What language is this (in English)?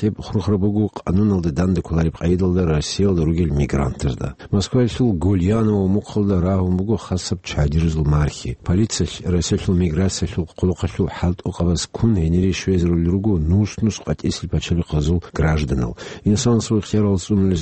Avaric